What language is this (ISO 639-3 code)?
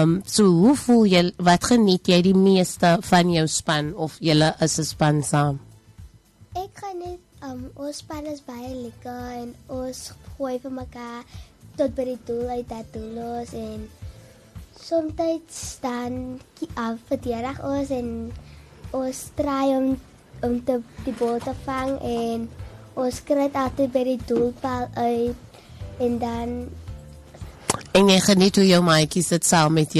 afr